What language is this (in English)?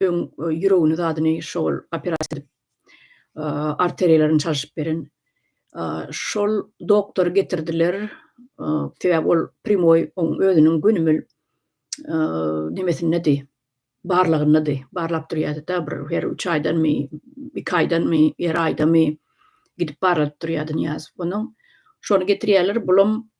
Turkmen